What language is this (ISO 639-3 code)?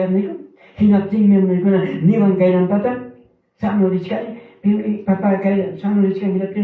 quy